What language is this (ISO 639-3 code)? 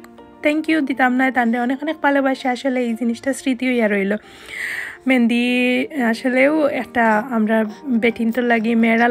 syl